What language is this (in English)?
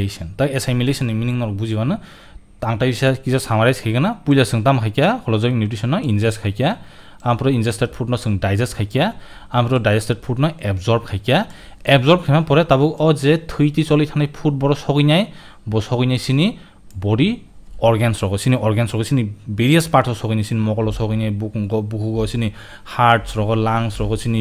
Kok Borok